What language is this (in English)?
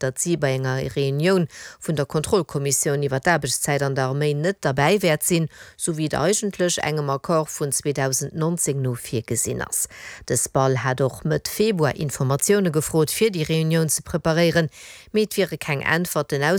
Luxembourgish